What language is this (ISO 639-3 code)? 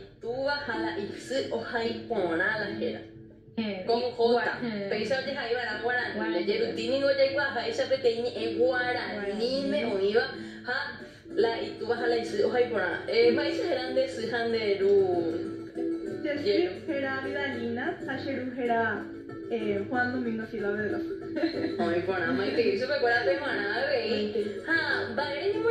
grn